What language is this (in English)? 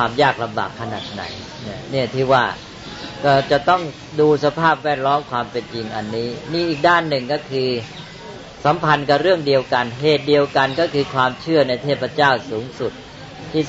Thai